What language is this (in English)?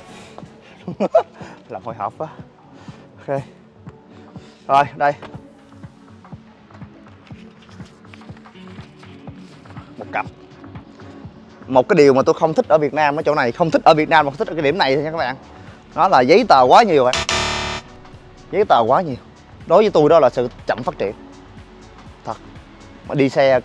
Vietnamese